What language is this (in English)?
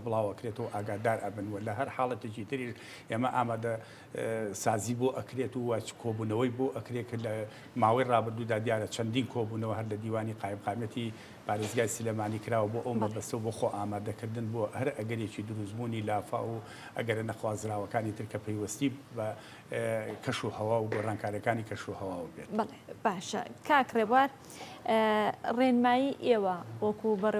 Central Kurdish